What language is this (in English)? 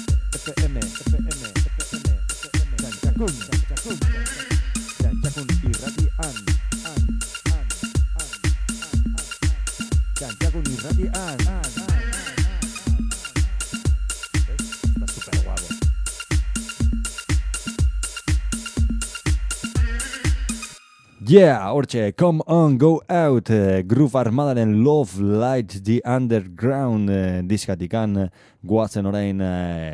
Basque